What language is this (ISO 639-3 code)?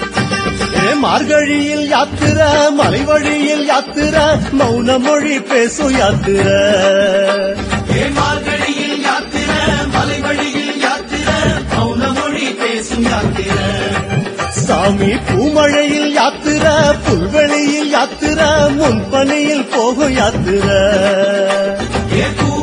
tam